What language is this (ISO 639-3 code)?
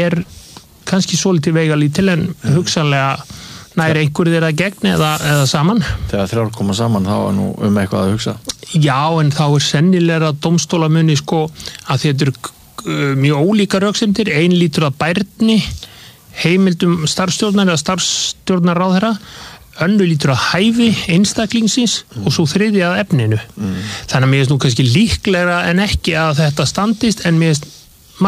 isl